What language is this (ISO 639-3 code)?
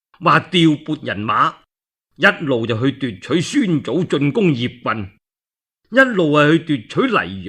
yue